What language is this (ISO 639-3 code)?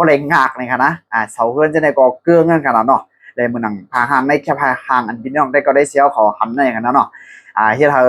shn